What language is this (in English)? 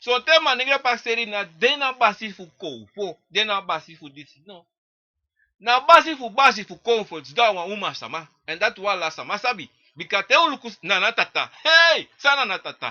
Sranan Tongo